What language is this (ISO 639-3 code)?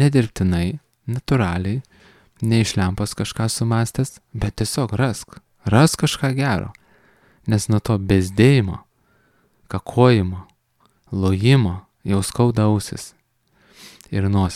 lit